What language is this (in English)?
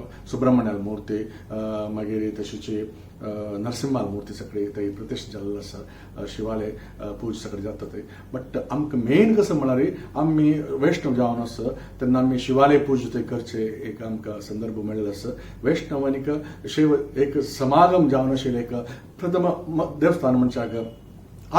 Konkani